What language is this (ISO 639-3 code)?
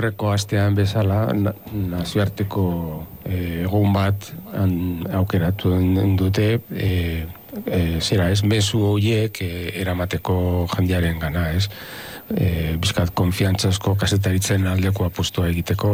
eus